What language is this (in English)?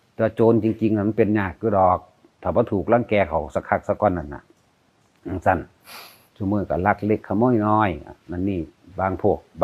Northeastern Thai